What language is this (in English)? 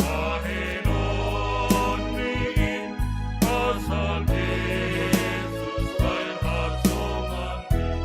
Batak Simalungun